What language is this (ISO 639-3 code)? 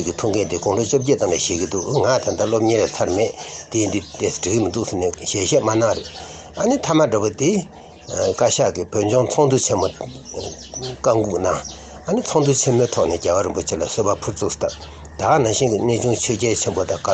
bod